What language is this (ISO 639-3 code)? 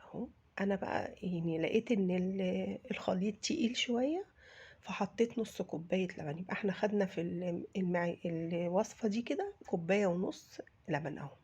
arz